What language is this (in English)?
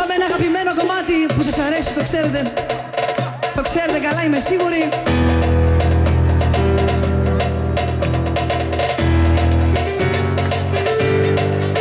Greek